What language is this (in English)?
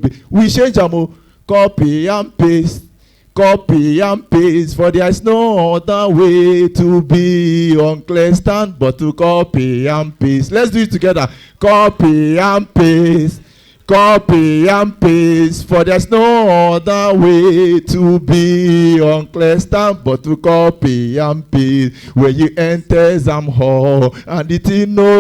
Nigerian Pidgin